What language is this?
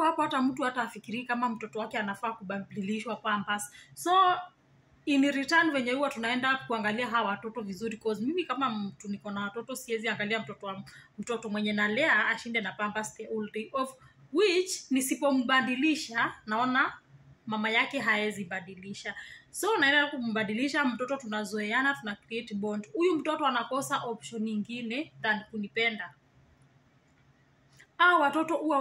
Swahili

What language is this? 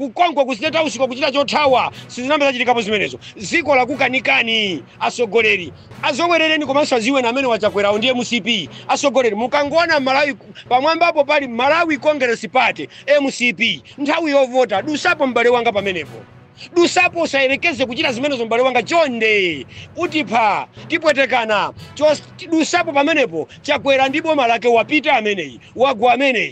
Nyanja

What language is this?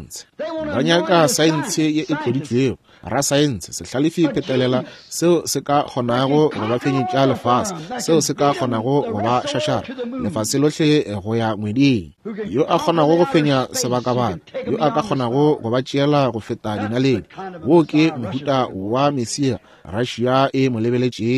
Northern Sotho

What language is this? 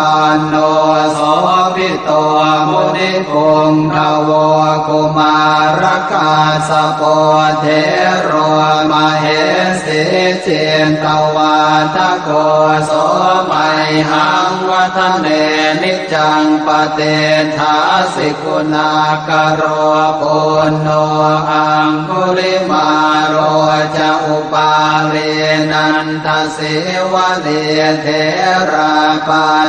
Pali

